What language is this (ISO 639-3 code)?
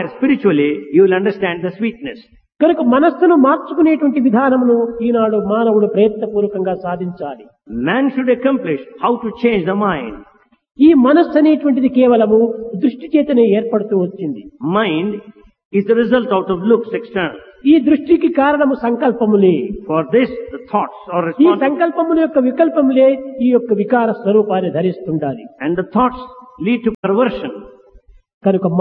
tel